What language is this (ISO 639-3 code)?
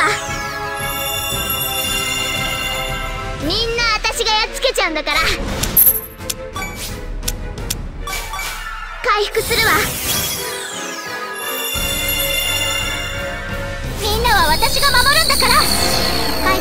jpn